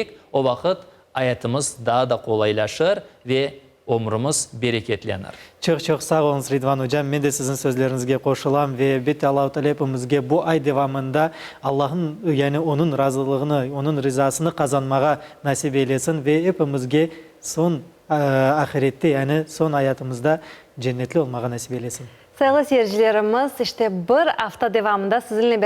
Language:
Crimean Tatar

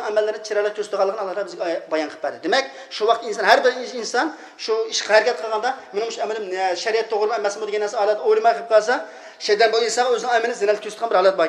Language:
Uyghur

